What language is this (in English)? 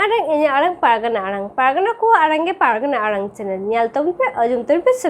Santali